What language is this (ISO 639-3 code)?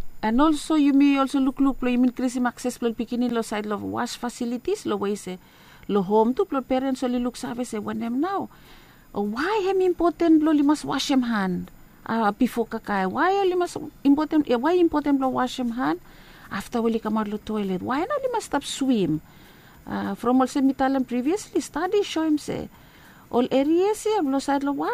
bis